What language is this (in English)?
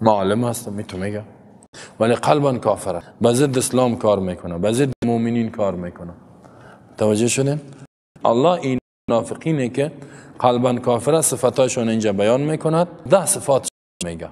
Persian